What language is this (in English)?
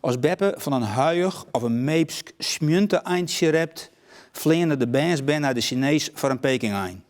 Western Frisian